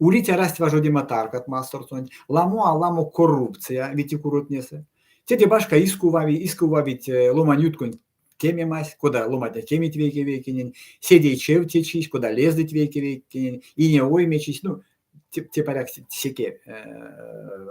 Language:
Erzya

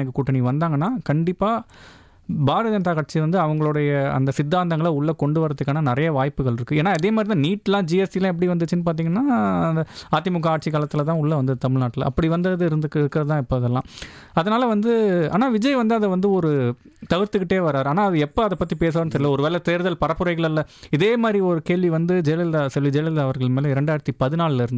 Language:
Tamil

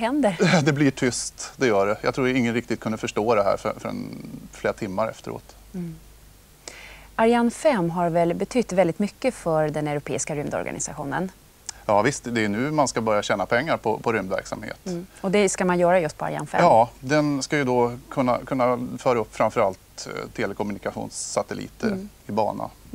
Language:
Swedish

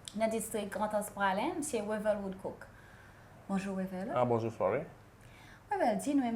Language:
Seselwa Creole French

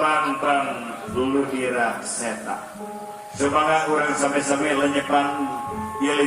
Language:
Sundanese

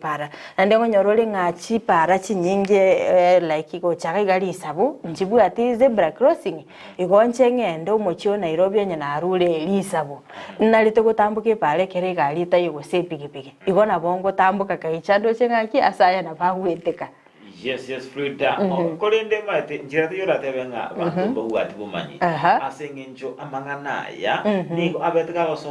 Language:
Gusii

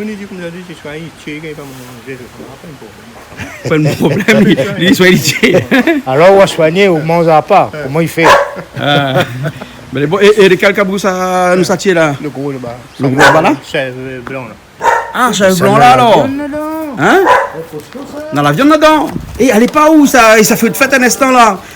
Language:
Réunion Creole French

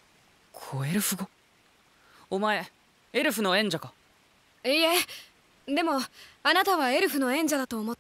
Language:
Japanese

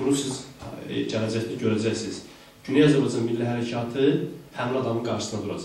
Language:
South Azerbaijani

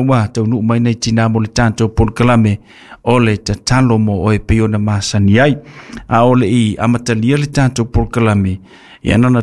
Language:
Samoan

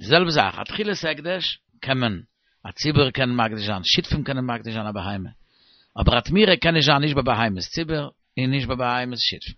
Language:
Yiddish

